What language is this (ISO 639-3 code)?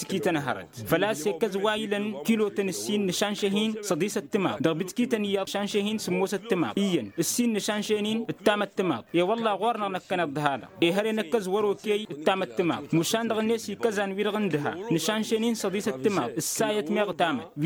taq